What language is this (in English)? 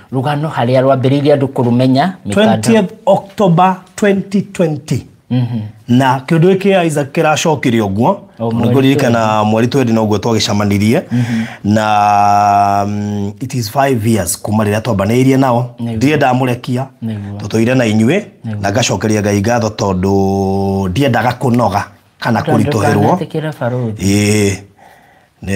Kikuyu